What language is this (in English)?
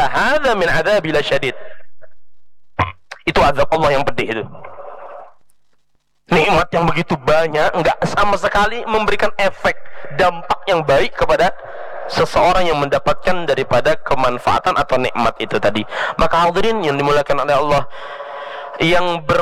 Indonesian